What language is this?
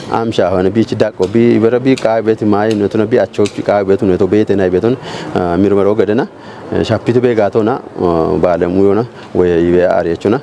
Kafa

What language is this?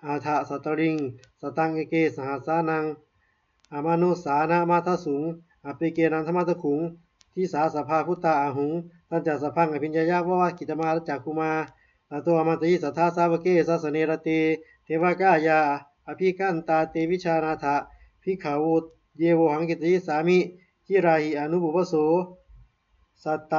Pali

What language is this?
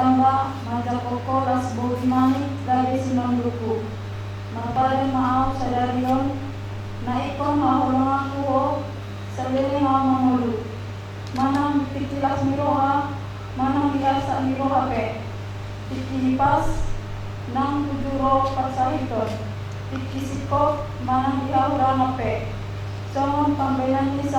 Batak Toba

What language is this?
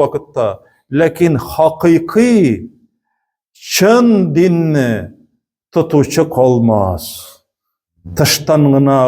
Tatar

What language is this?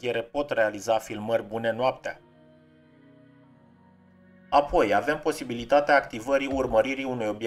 Romanian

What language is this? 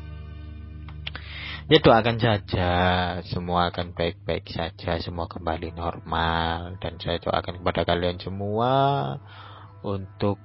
Indonesian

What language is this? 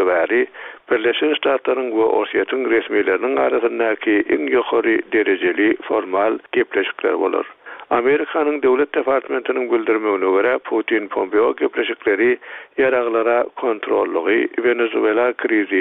Turkmen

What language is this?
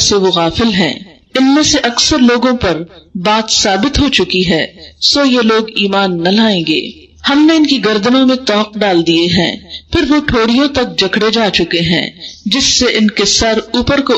Urdu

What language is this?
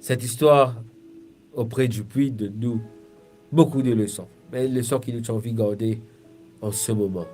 Morisyen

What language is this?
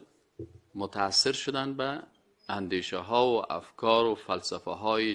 Persian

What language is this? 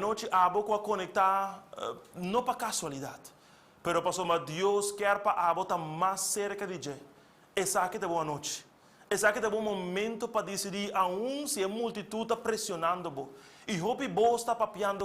Papiamento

